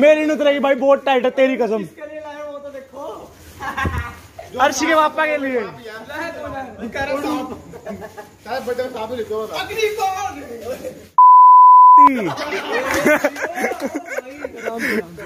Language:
Hindi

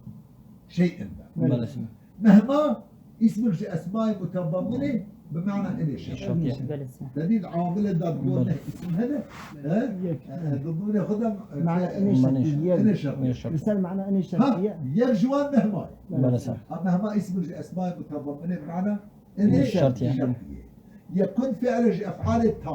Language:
Kurdish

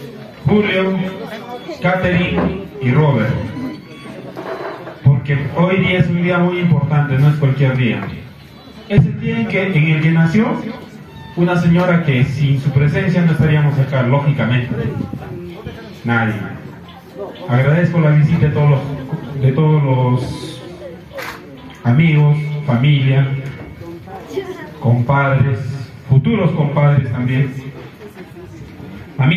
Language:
Spanish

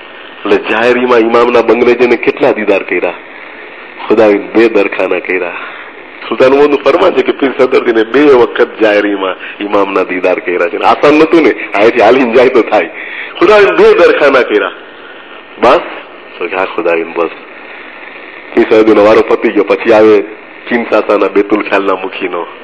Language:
Gujarati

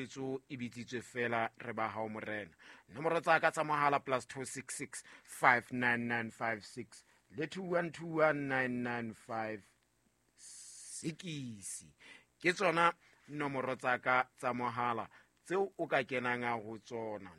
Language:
Southern Sotho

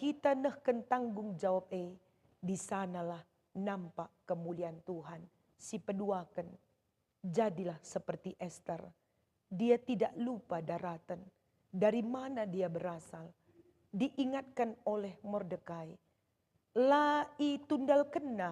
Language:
Batak Karo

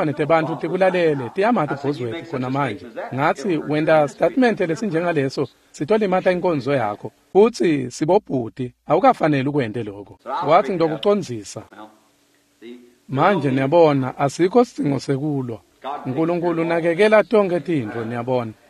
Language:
Swati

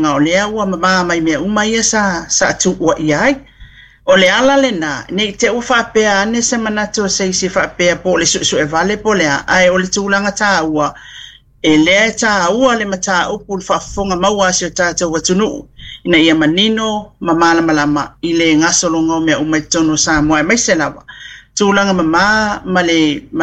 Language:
Samoan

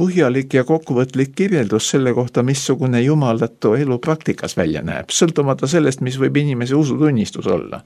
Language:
Estonian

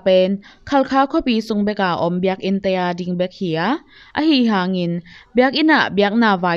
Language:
Tedim Chin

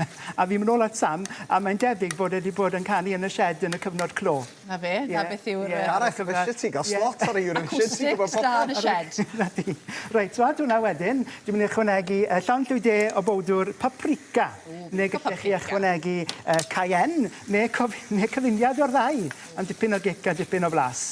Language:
Welsh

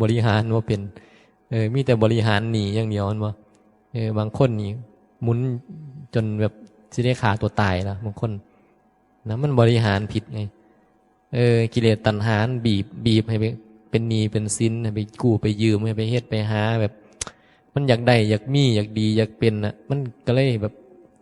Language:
Northeastern Thai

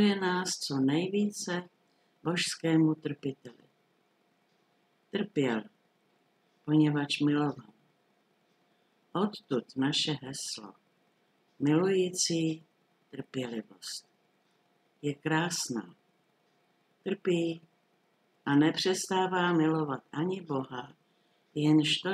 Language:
Czech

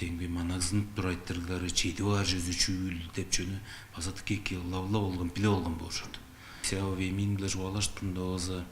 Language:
Tuvinian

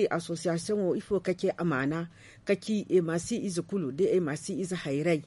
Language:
Zarma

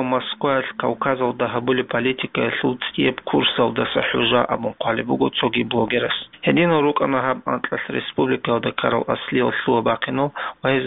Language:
Avaric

